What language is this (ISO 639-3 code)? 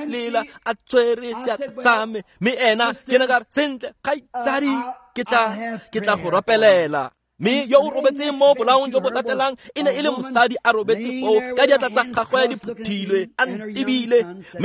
tsn